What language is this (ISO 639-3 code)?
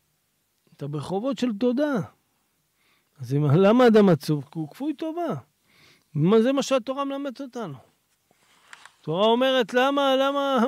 heb